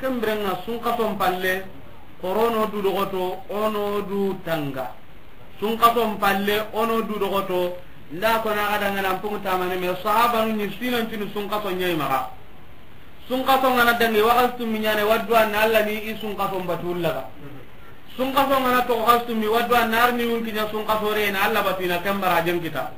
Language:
Soninke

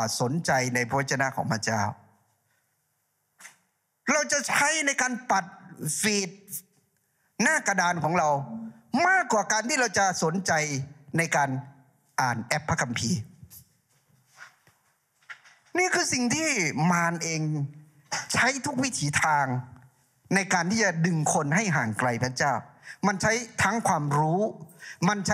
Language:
Thai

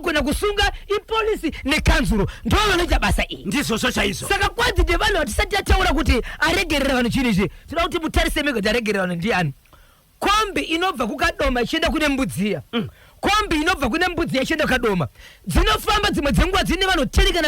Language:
Shona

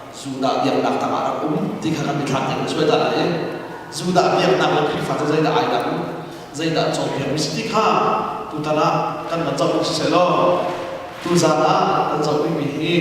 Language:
Hakha Chin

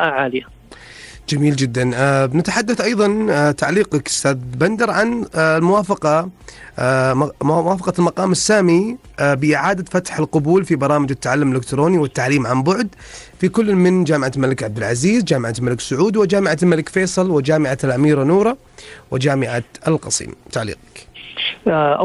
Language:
Arabic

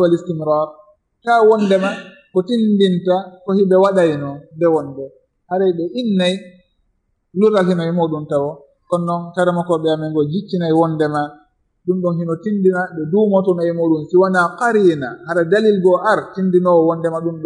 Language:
Fula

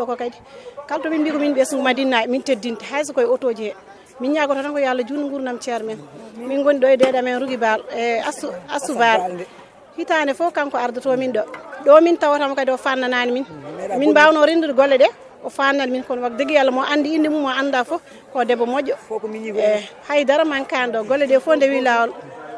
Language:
Fula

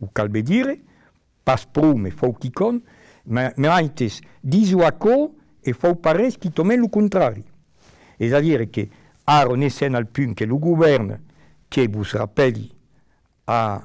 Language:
Occitan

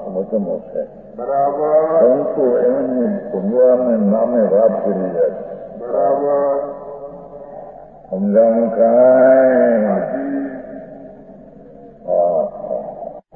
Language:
Gujarati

